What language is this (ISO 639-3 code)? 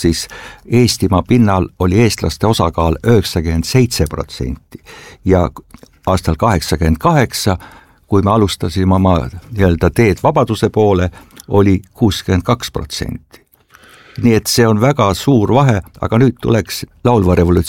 est